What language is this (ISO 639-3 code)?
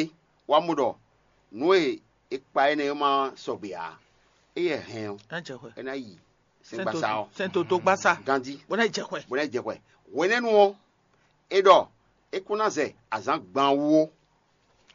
fon